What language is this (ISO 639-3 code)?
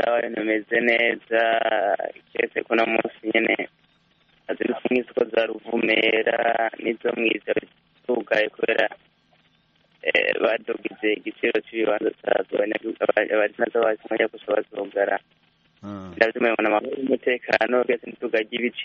kin